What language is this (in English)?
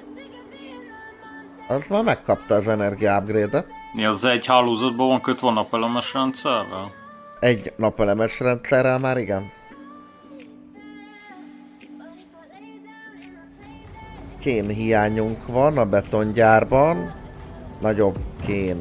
Hungarian